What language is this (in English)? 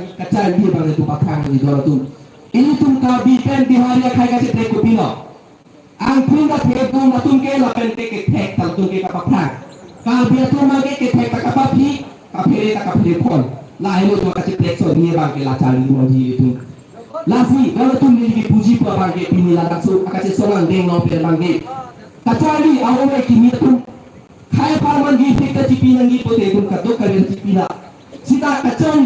Karbi